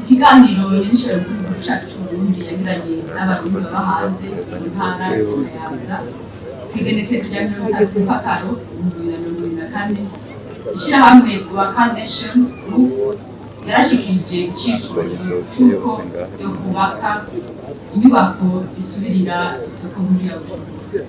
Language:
Rundi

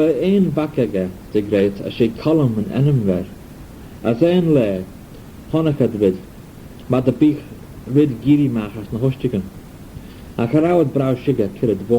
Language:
Manx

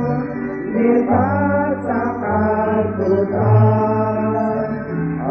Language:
Kekchí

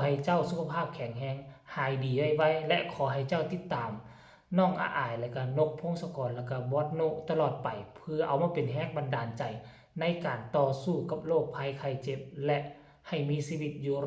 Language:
Lao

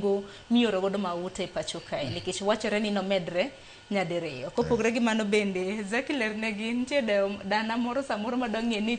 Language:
Luo (Kenya and Tanzania)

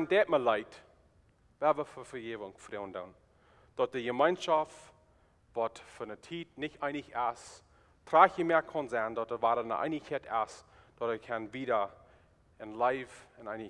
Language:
Plautdietsch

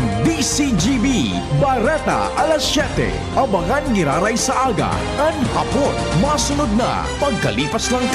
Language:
Bikol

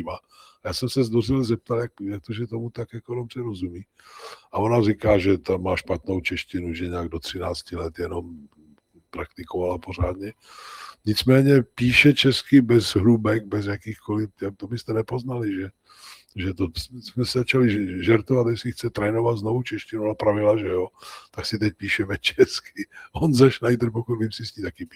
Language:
Czech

